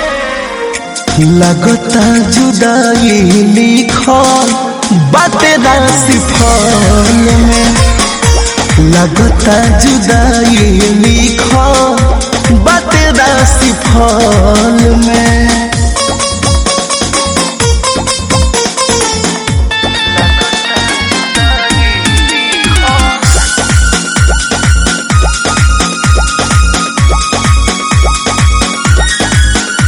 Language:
Bhojpuri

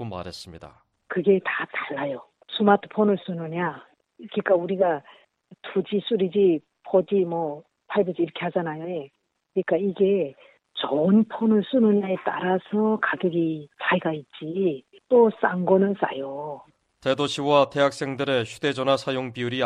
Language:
Korean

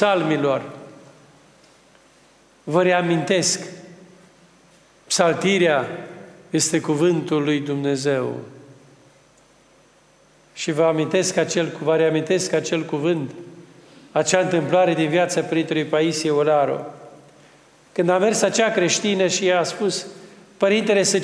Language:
Romanian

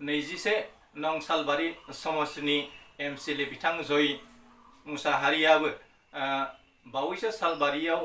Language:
Bodo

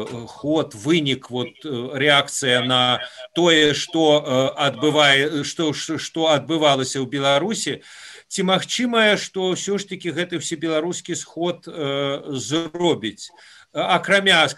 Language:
Belarusian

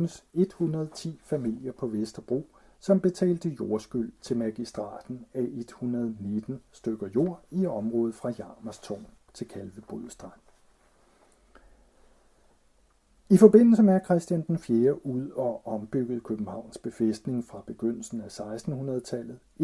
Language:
Danish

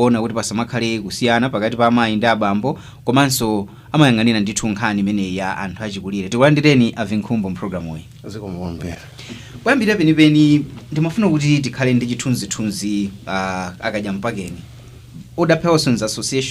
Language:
Nyanja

